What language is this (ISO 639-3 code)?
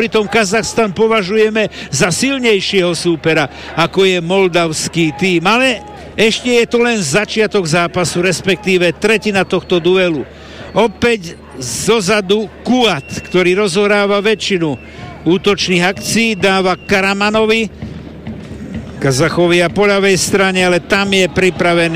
slk